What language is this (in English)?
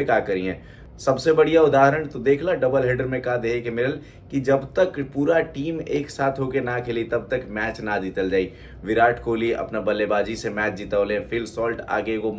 Bhojpuri